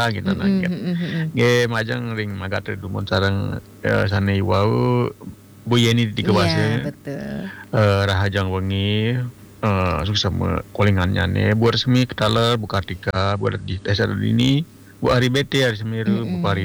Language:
Balinese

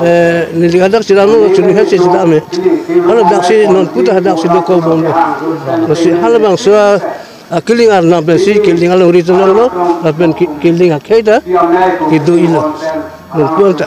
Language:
Karbi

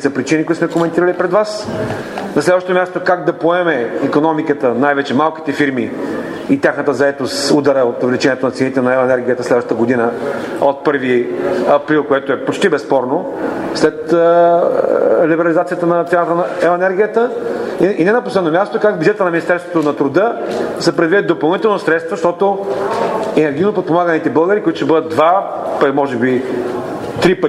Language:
Bulgarian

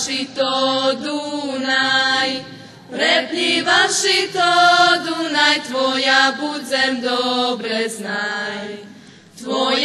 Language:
Rusyn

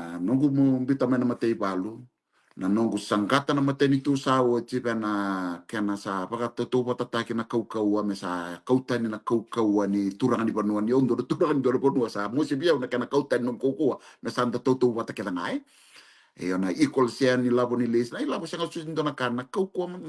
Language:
Fijian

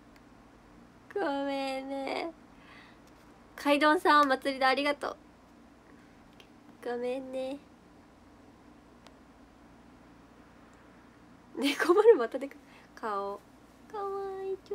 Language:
Japanese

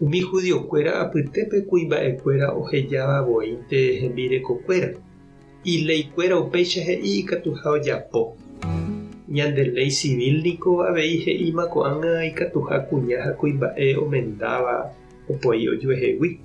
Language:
Guarani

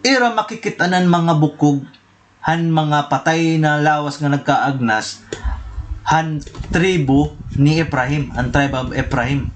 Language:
Waray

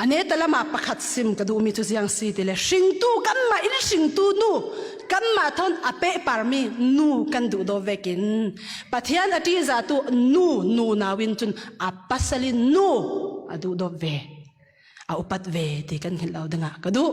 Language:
Falam Chin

